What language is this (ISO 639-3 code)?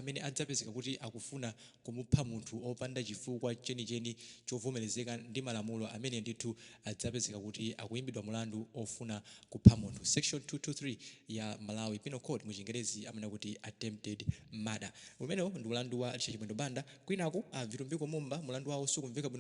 nya